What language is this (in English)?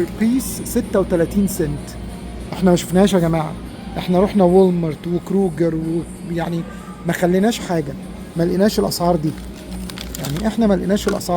Egyptian Arabic